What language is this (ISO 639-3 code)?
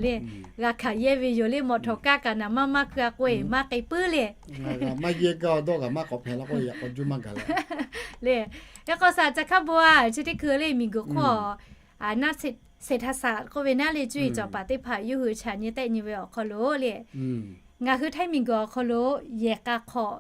lhu